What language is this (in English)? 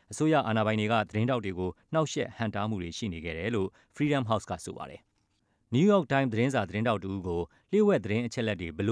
Burmese